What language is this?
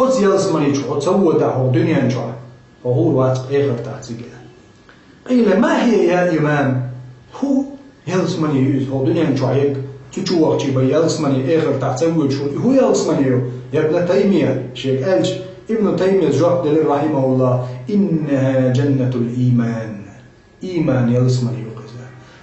Chechen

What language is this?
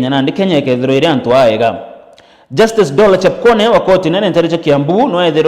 Meru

